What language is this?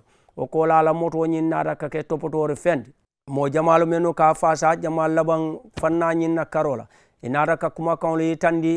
Mandingo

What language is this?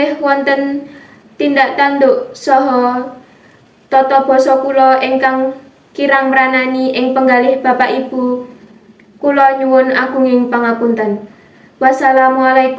Javanese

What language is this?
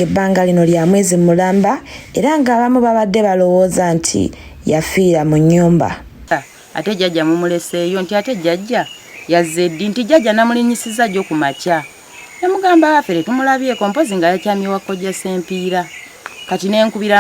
Ganda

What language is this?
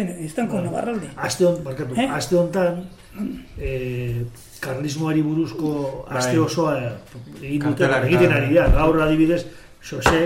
Basque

